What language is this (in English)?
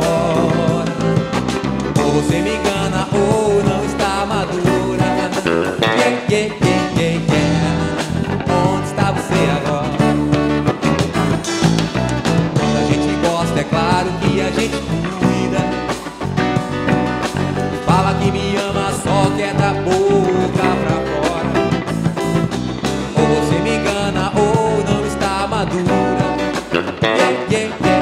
Portuguese